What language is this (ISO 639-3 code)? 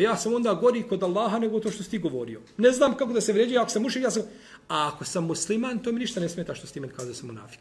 bos